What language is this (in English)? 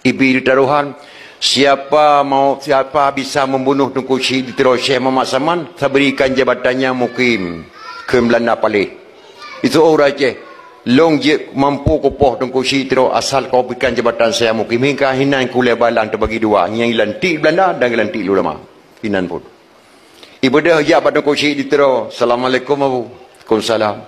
Achinese